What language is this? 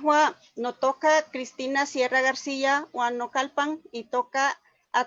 Eastern Huasteca Nahuatl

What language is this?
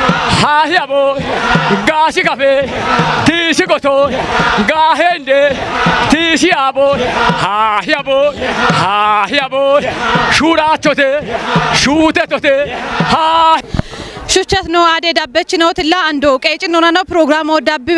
Kafa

